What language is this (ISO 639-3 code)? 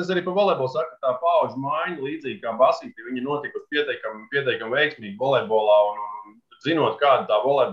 lav